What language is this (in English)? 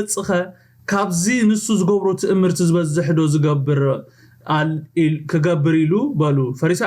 Tigrinya